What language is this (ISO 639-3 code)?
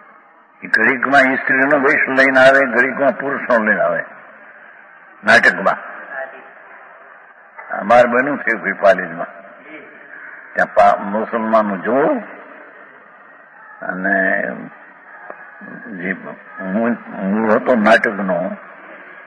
guj